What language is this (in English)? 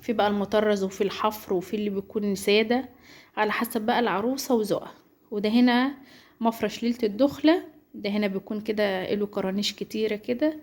Egyptian Arabic